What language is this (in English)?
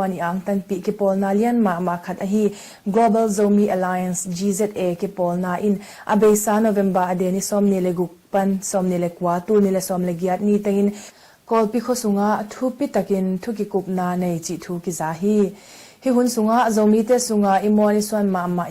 Tedim Chin